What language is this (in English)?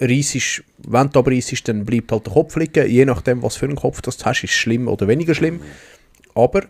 Swiss German